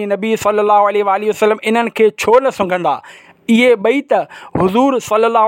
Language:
Sindhi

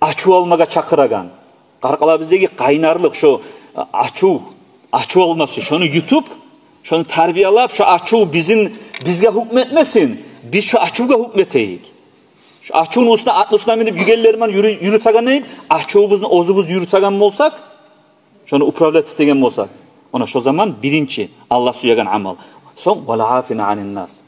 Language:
Kumyk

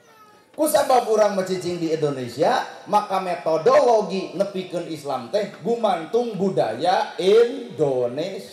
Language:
Sundanese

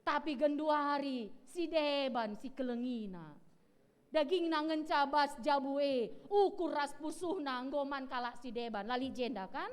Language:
Batak Karo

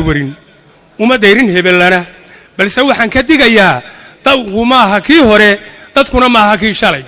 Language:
Somali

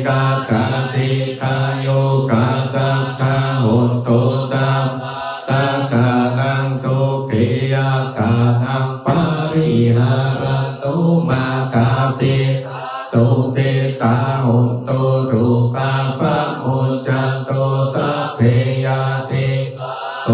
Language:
Pali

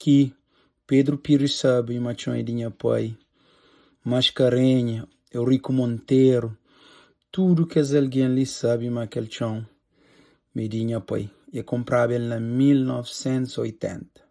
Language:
Kabuverdianu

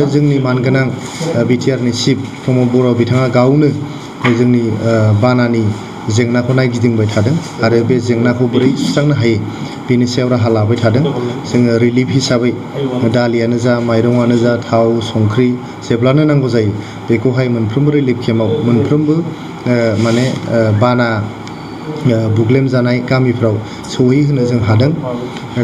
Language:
Bodo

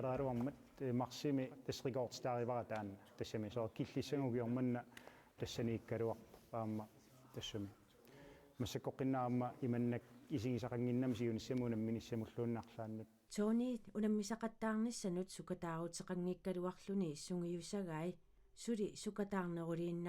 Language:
Kalaallisut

